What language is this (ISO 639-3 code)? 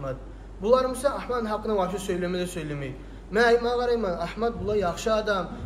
kum